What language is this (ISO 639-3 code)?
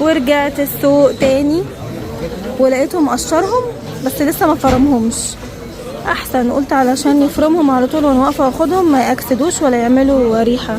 arz